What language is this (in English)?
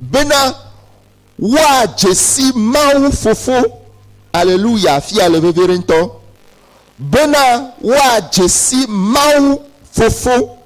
Ewe